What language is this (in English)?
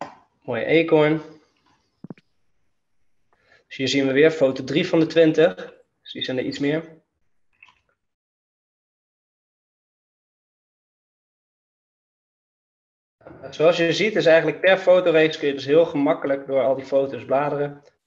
Dutch